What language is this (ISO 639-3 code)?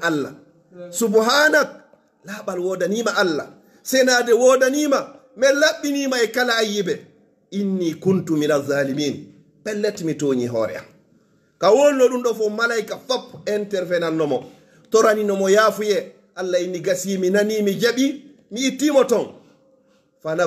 ful